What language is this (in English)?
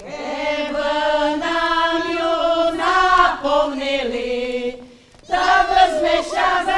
Rusyn